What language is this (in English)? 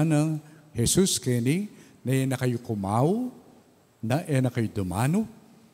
Pampanga